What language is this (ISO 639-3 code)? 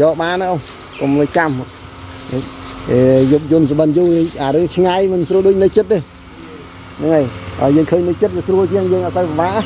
khm